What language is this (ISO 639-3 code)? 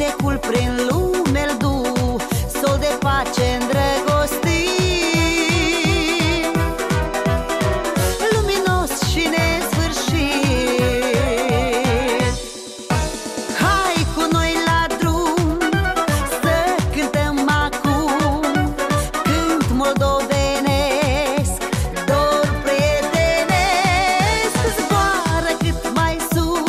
ron